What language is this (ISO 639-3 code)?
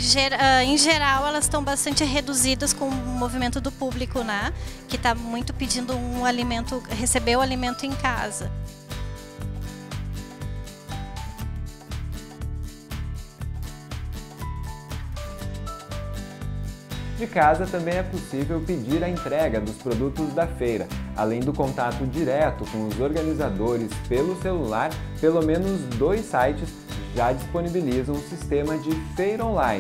por